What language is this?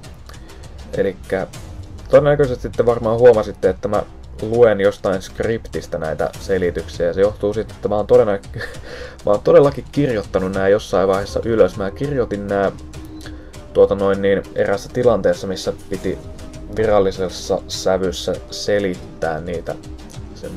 Finnish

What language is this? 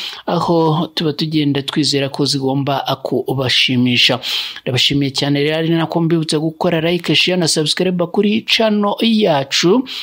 Kinyarwanda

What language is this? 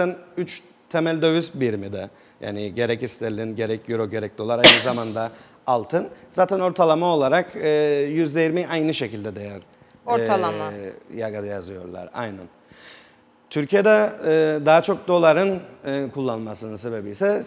Turkish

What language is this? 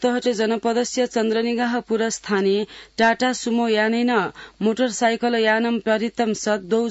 Sanskrit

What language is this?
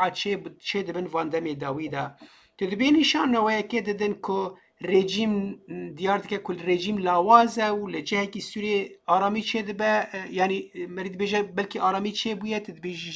Kurdish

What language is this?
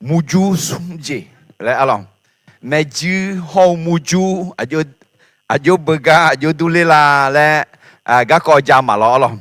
Akha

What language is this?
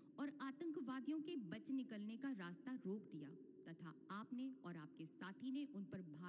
Hindi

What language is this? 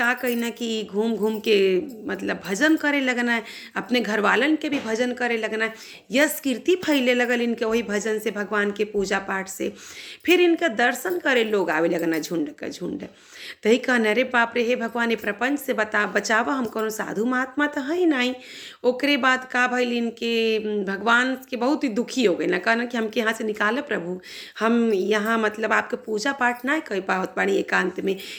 Bhojpuri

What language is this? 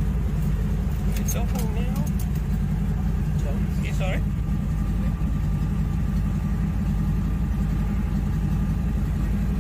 English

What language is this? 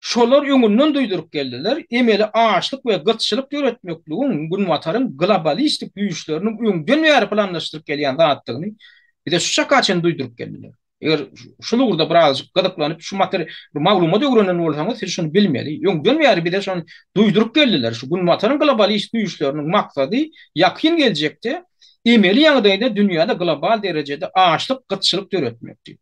Turkmen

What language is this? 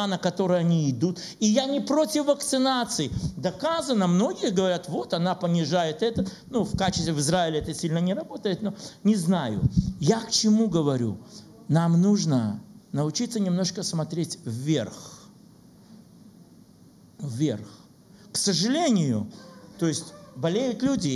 Russian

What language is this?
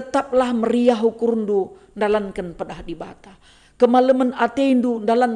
Batak Karo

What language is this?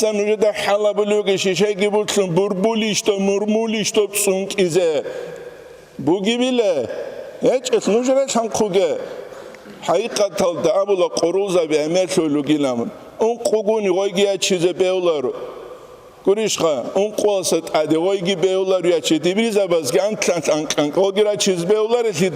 Avaric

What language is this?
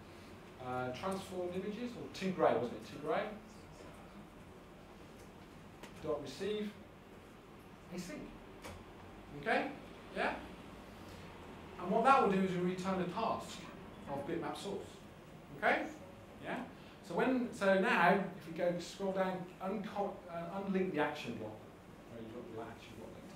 English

